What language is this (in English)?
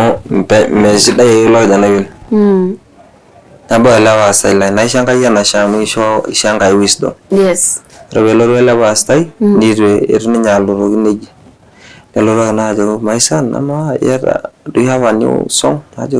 Masai